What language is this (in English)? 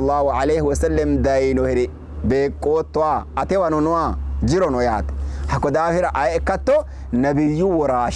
Sidamo